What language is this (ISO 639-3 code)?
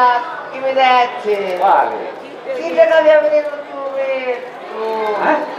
scn